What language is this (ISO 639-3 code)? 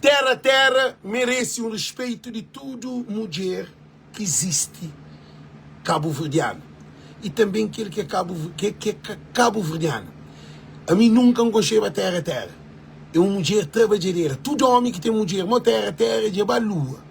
kea